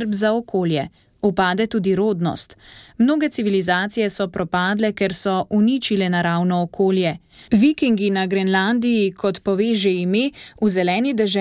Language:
Slovenian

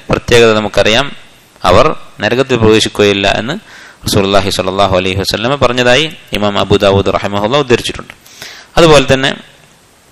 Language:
Malayalam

